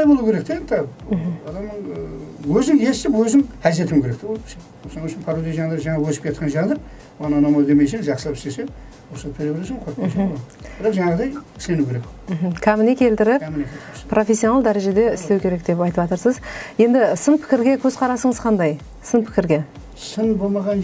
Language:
Kara-Kalpak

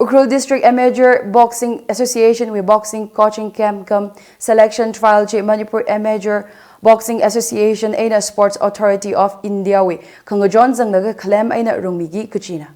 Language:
Tangkhul Naga (India)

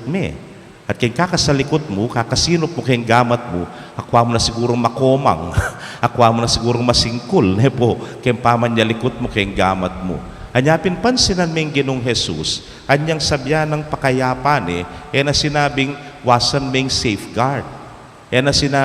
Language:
Pampanga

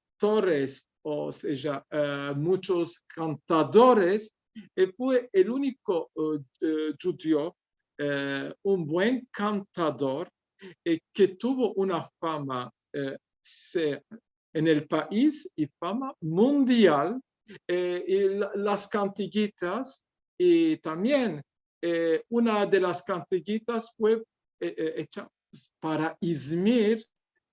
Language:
Ladino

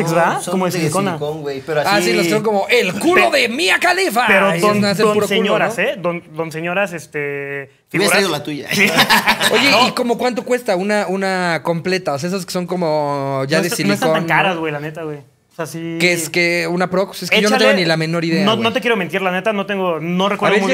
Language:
Spanish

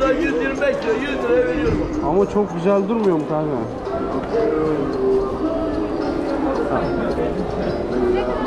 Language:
Turkish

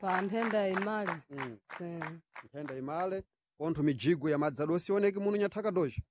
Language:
Sena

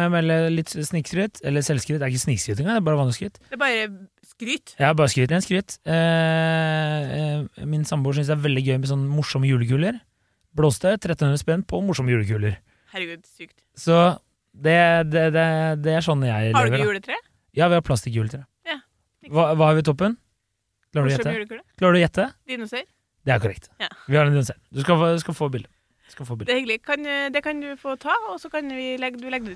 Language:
Norwegian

